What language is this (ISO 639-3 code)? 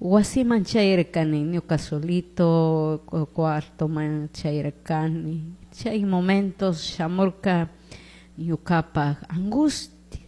qug